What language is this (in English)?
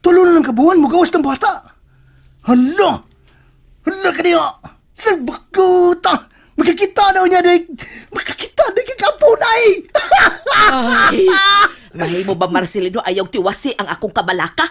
Cebuano